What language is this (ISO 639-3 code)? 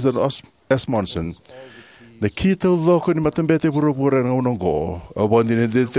fij